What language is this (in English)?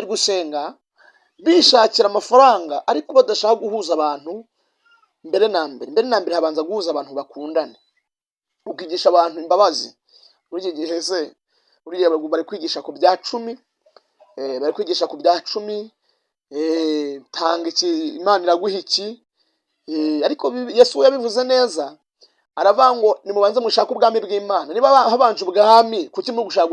Kinyarwanda